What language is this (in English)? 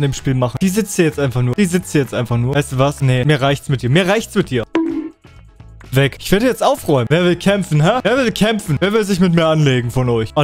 German